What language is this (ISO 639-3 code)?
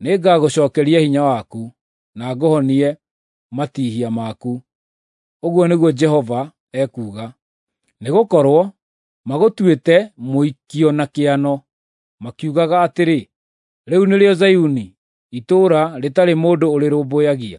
kik